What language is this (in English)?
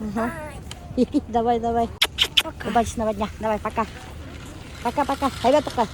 Bashkir